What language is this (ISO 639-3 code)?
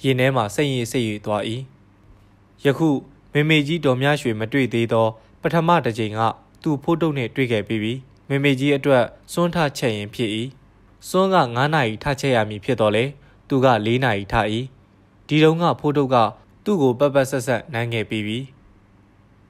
mya